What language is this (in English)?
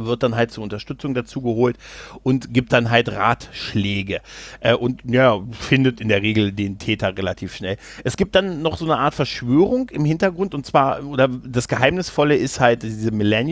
German